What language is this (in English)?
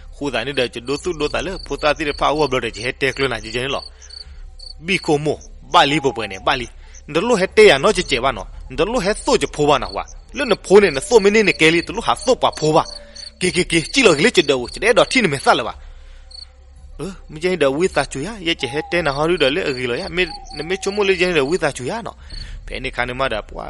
S'gaw Karen